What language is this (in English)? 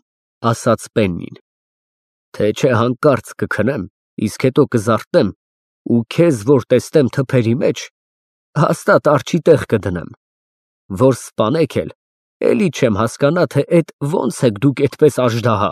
Armenian